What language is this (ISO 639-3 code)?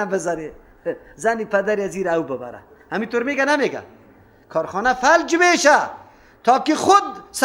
fas